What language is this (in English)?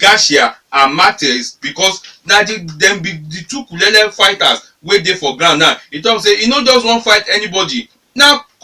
Nigerian Pidgin